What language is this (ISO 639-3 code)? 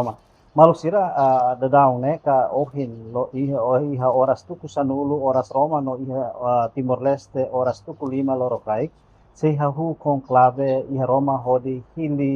tet